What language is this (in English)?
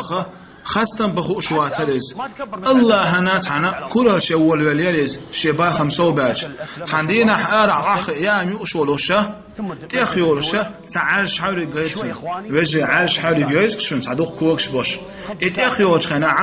Chechen